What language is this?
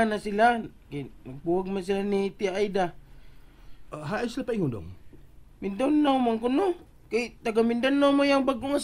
Cebuano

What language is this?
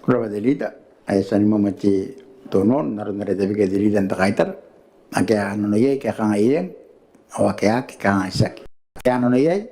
Gilbertese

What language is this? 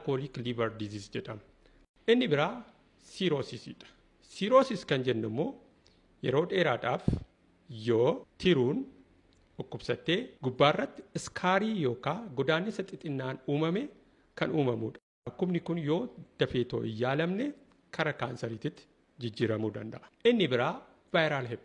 Oromo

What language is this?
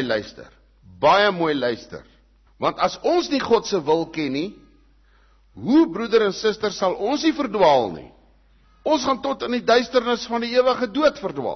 Afrikaans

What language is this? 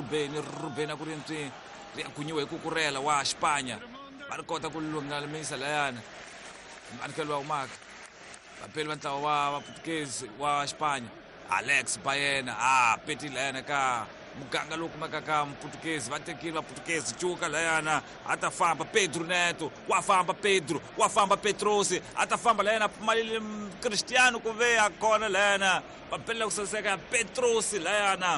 Tsonga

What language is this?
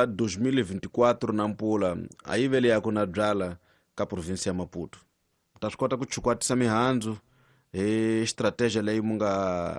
Tsonga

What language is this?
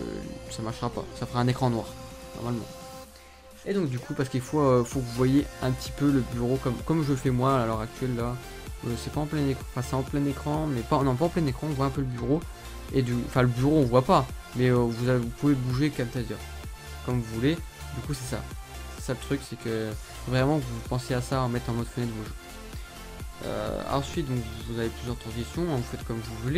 French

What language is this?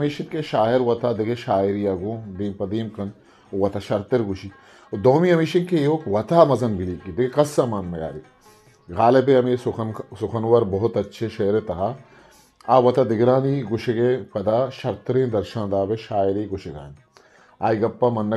Eastern Balochi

